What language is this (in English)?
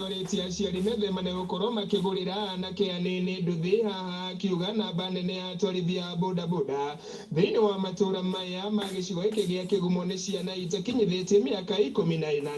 Kikuyu